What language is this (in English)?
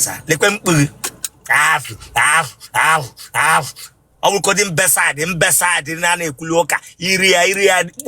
Igbo